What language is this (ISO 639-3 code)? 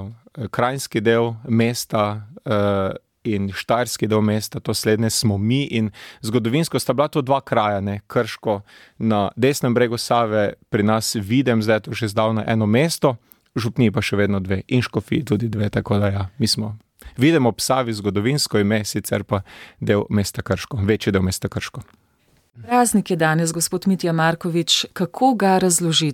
slv